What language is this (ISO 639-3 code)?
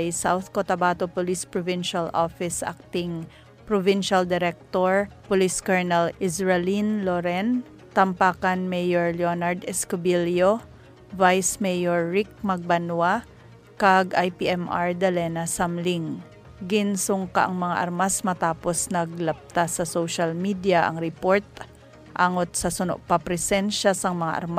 hil